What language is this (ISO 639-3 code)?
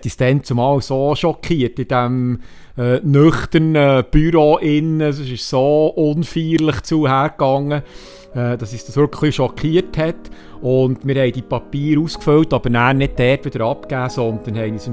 gsw